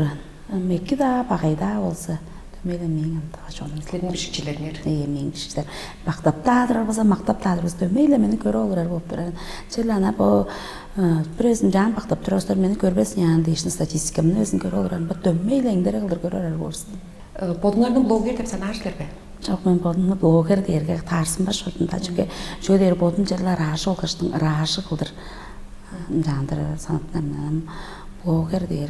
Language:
Tuvinian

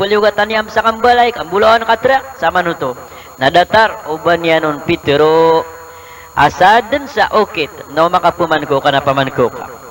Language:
Maranao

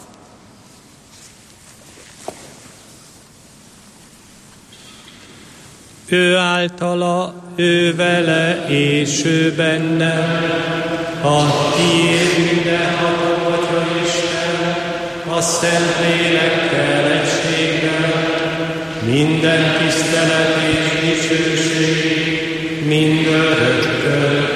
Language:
Hungarian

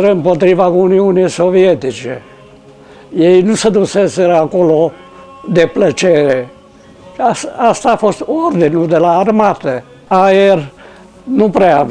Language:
Romanian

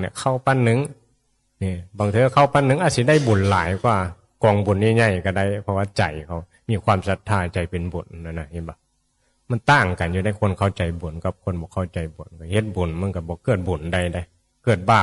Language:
Northeastern Thai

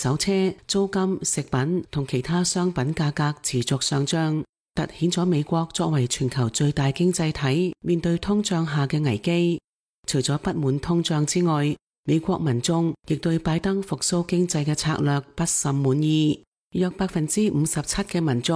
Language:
Cantonese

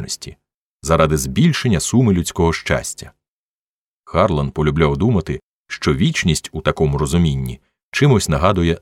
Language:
Ukrainian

